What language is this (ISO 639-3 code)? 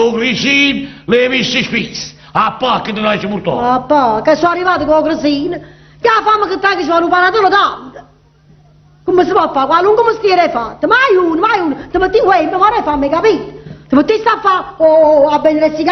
nap